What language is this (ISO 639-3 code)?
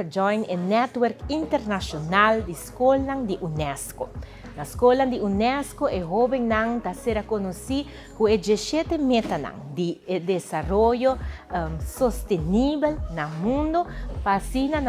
pap